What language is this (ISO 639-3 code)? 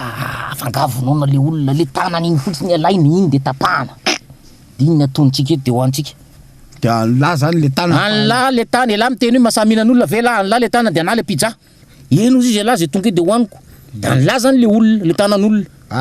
mlg